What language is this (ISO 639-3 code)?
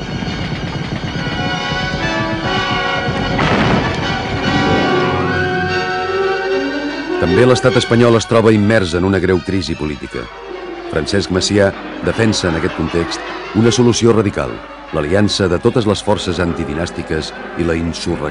cat